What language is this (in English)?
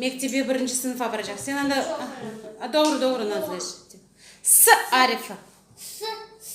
Crimean Tatar